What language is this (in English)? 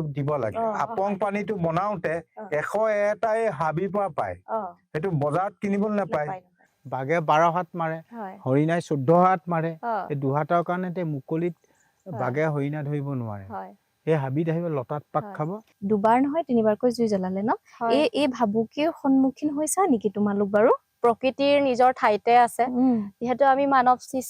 Assamese